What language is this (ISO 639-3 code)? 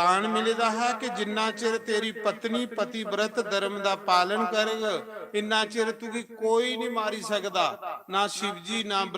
doi